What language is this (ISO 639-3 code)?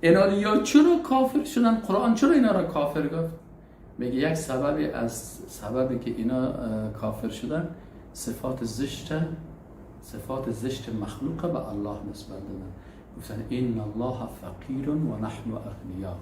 fas